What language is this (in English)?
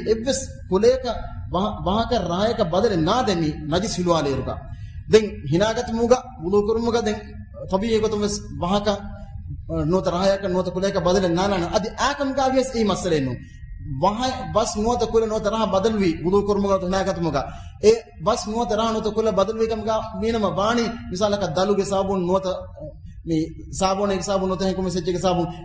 Divehi